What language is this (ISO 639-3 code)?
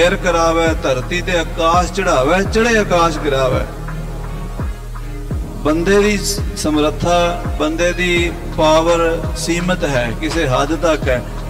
pan